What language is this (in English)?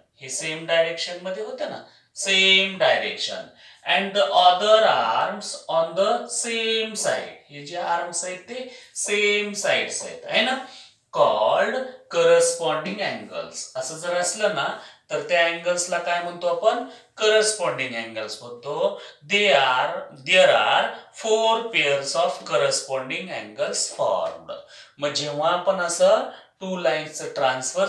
Marathi